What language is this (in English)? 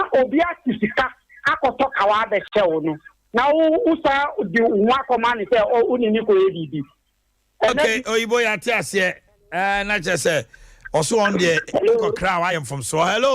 Akan